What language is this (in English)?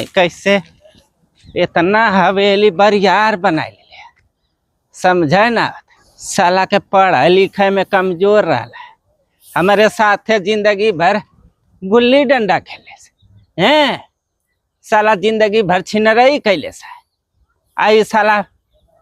Bhojpuri